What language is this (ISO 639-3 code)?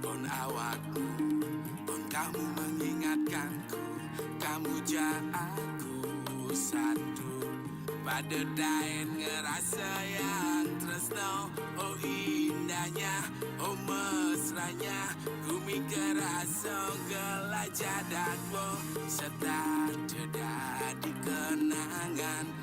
ban